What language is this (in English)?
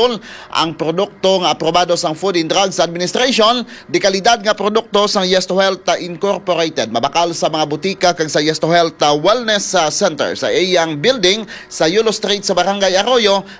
Hiligaynon